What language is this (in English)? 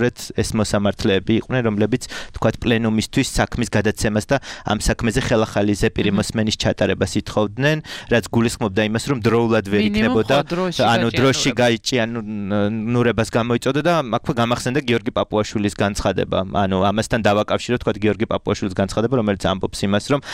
Georgian